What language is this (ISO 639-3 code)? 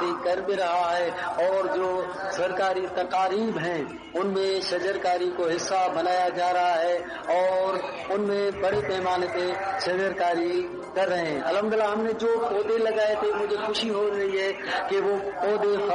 urd